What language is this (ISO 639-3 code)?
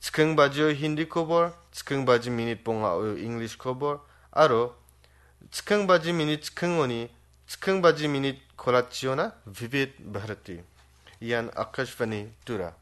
grt